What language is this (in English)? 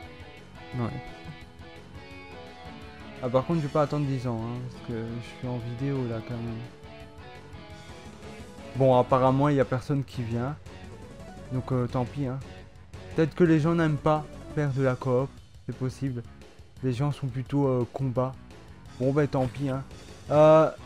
French